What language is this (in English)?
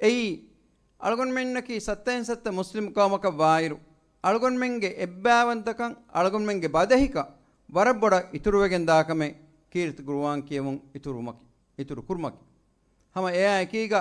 Divehi